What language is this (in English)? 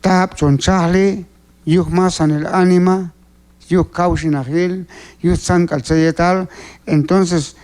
Q'anjob'al